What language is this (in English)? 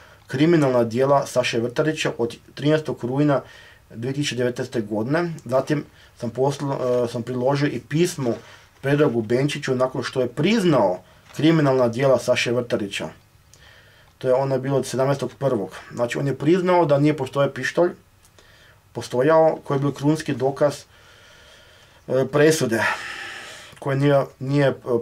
Croatian